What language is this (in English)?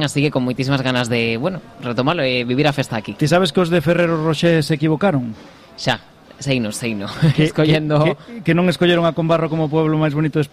Galician